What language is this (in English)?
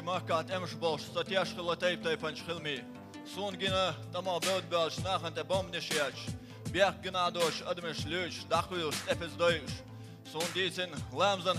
Chechen